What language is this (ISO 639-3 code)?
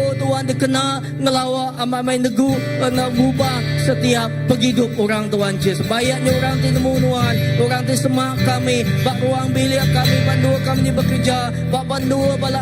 iba